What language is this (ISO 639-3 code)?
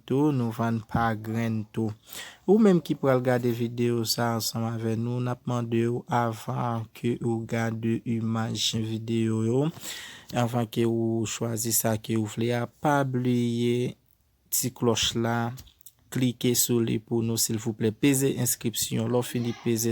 hat